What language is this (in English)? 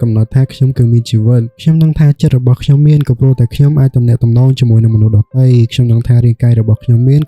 Khmer